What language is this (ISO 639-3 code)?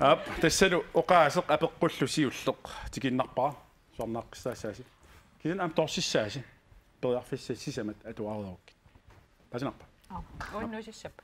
kal